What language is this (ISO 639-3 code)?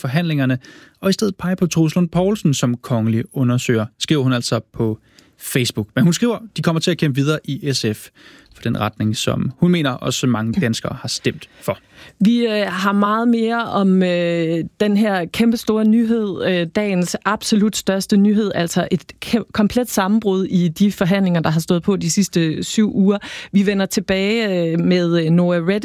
dan